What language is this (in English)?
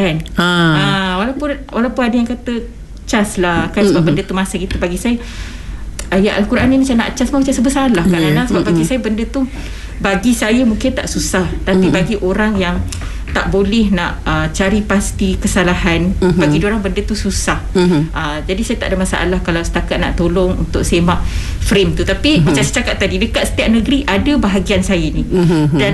Malay